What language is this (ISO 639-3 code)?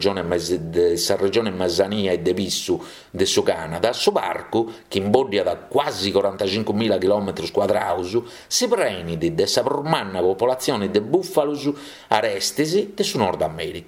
srd